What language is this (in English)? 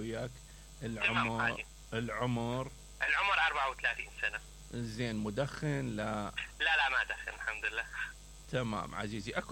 Mesopotamian Arabic